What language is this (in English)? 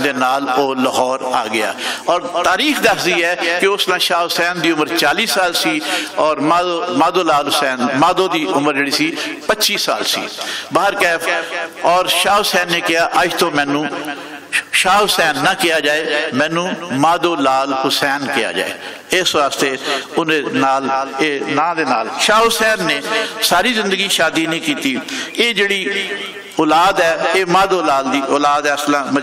Western Panjabi